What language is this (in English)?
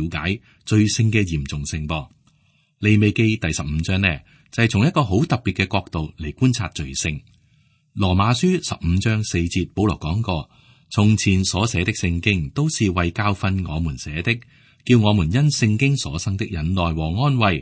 Cantonese